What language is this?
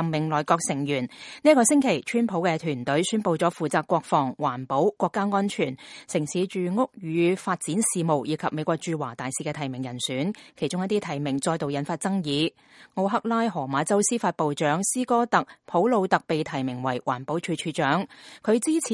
Cantonese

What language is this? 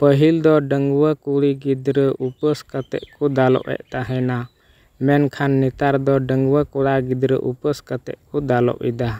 Santali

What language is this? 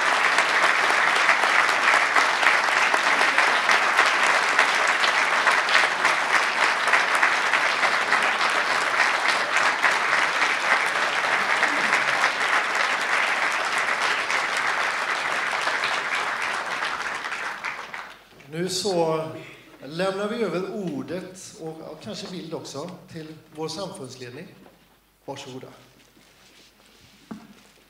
Swedish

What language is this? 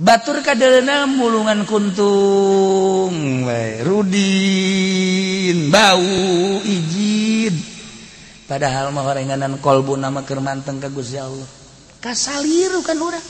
Sundanese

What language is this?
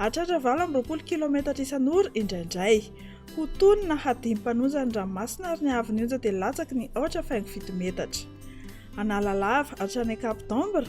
Malagasy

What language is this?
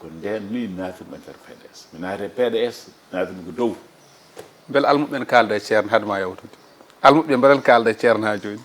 Fula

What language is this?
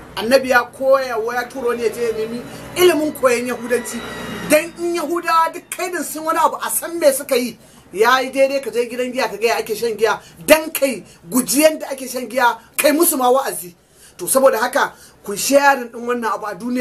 Hausa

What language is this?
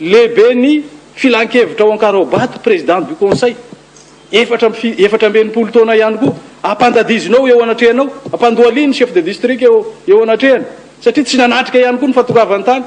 Malagasy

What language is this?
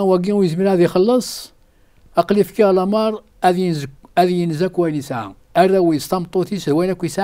Kabyle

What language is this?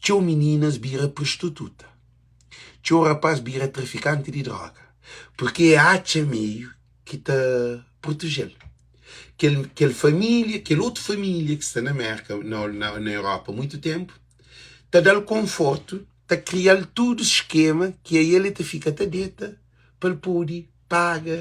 Kabuverdianu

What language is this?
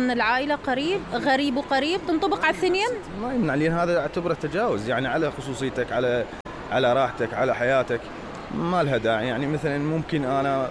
Mesopotamian Arabic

